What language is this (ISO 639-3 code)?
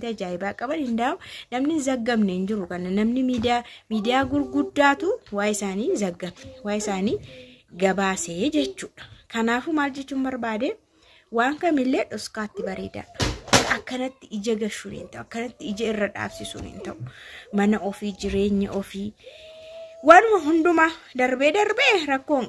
orm